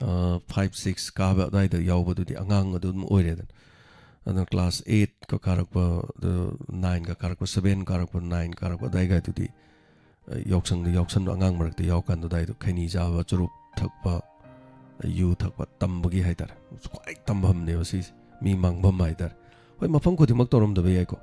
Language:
Manipuri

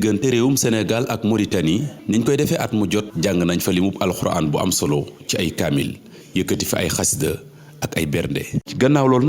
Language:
Wolof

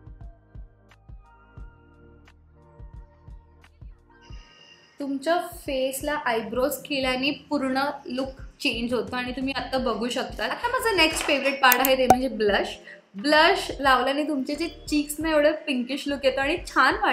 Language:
Marathi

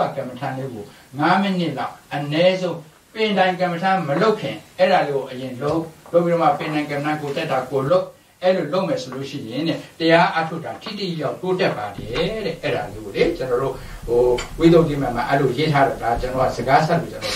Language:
Burmese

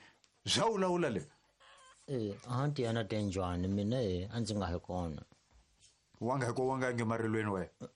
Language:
Tsonga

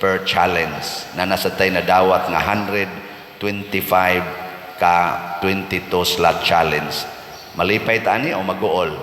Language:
Cebuano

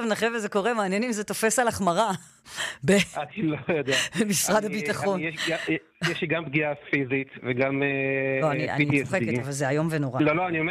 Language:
Hebrew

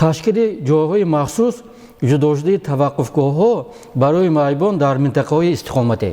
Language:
Tajik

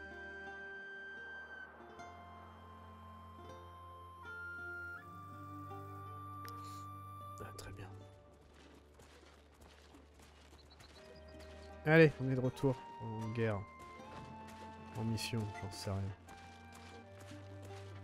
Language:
French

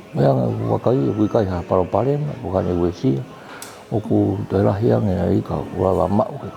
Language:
Tongan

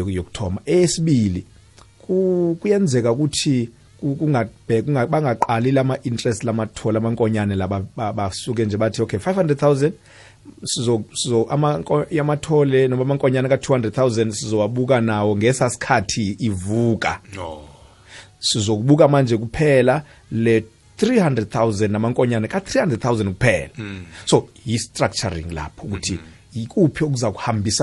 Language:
South Ndebele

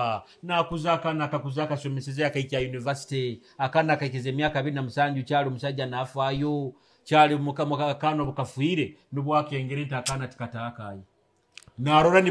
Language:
Nyoro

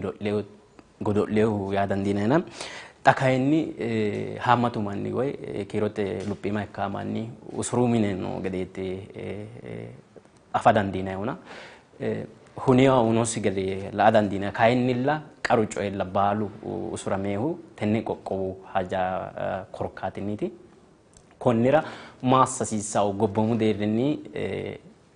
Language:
Sidamo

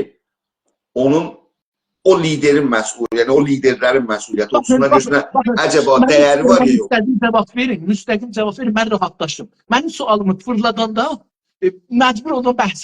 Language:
South Azerbaijani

